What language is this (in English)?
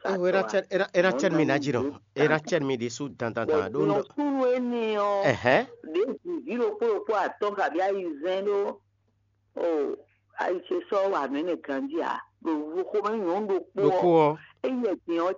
Fon